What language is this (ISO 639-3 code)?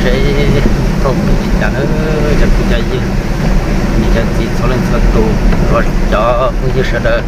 hmn